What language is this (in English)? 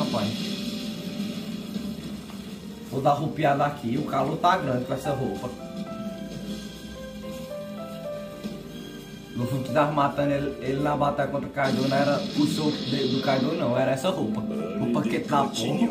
Portuguese